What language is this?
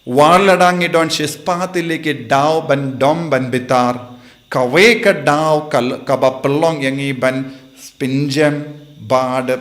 Khasi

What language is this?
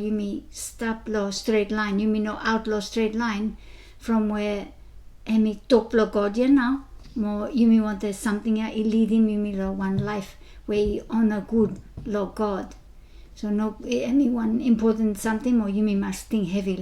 Bislama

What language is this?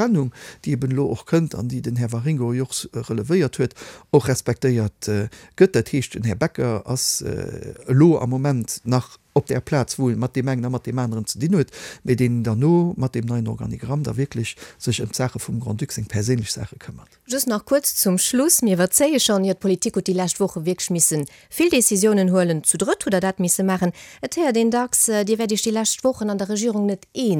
Luxembourgish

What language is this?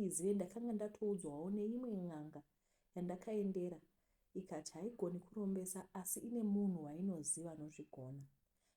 Shona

